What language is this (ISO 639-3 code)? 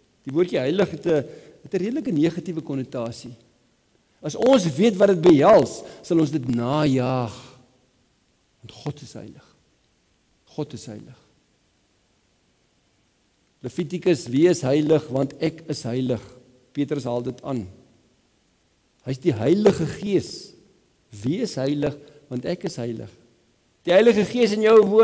afr